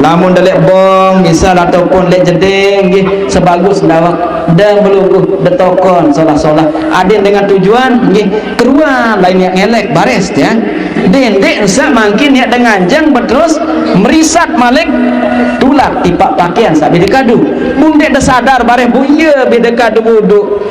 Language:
Sasak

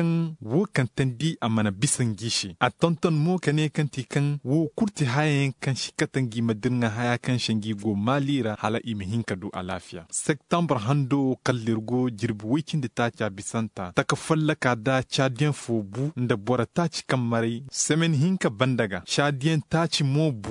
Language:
Koyraboro Senni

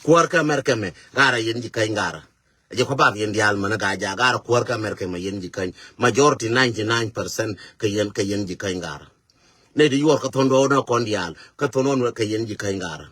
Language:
Nuer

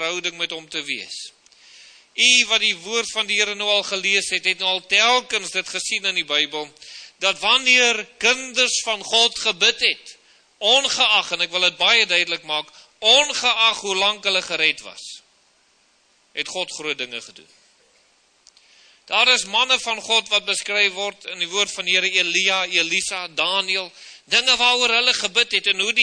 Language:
Afrikaans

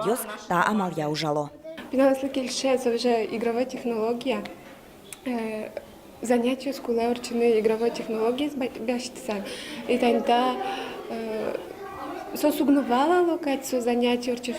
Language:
Udmurt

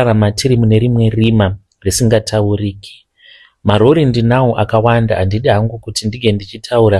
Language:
Shona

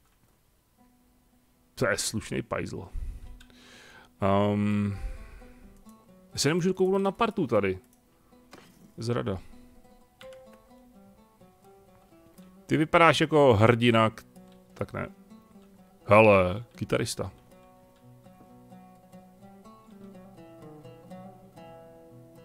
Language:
Czech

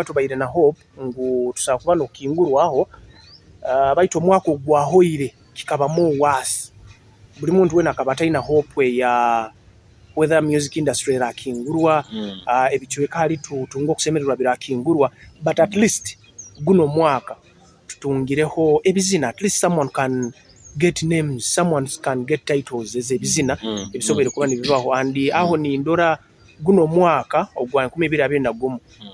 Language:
Nyoro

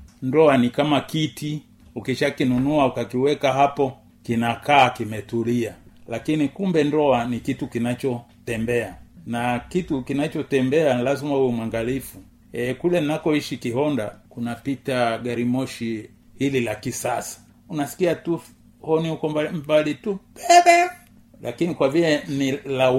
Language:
Swahili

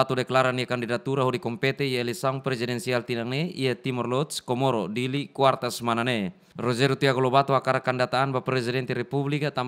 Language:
Tetum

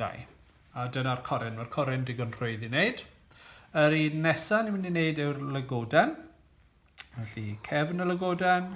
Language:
Welsh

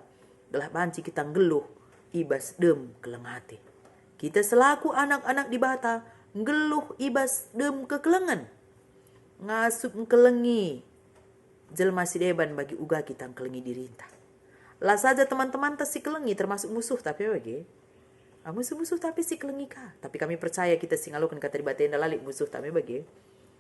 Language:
Batak Karo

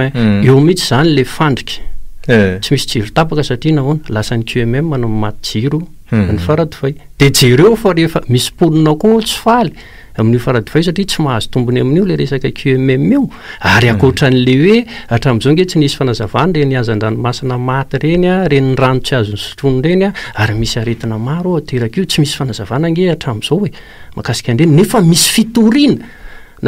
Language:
Malagasy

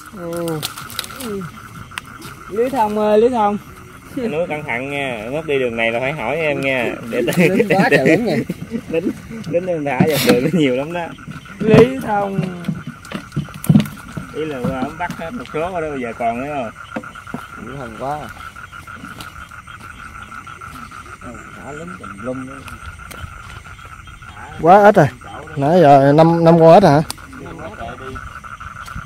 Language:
Vietnamese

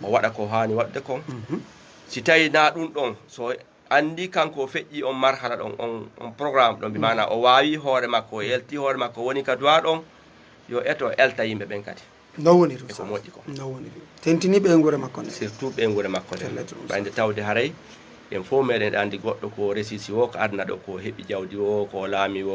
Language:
Fula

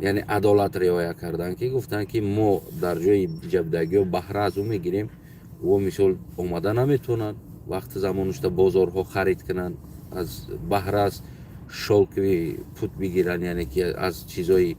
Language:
Tajik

